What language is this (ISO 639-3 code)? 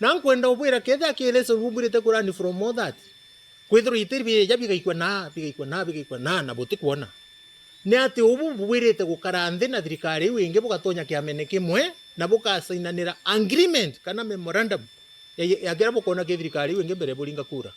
mer